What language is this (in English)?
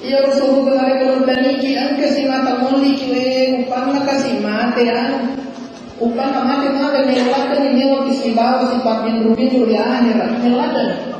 Buginese